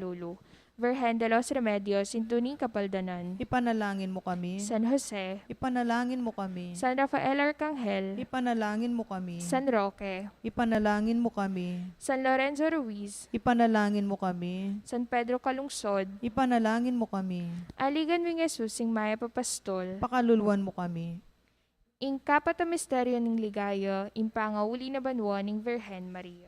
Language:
Pampanga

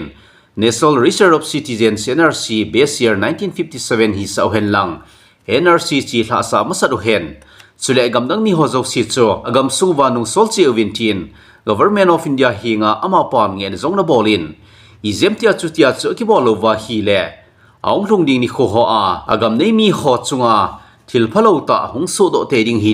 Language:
Thado Chin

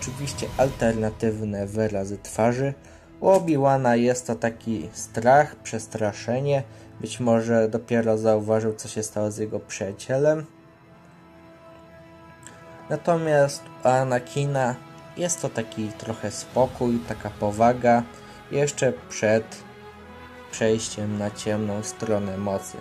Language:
Polish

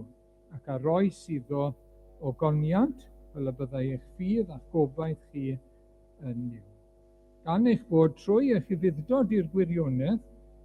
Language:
Welsh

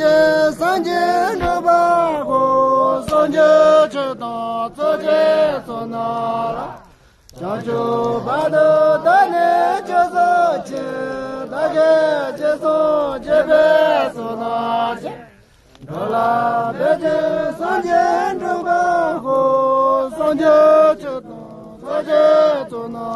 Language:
Tibetan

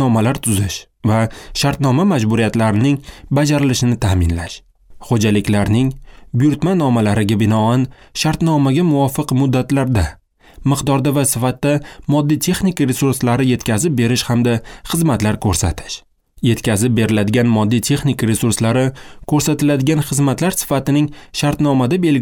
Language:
Uzbek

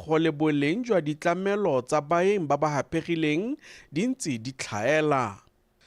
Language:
Tswana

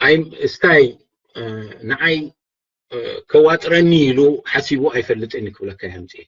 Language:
Tigrinya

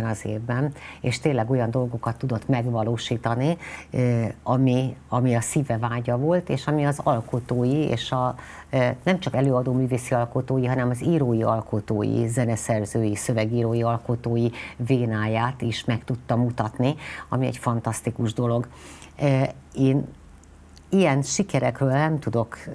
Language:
Hungarian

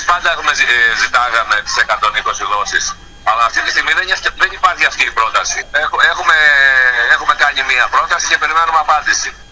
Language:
Greek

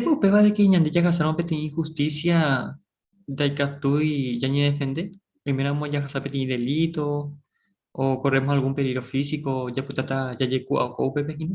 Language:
Guarani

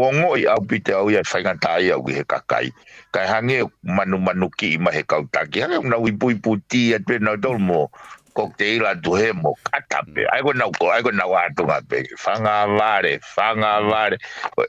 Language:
Tongan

